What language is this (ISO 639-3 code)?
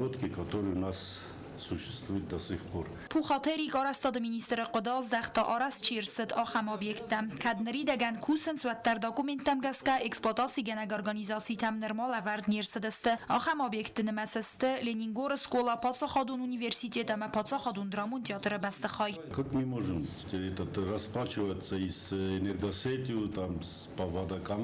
oss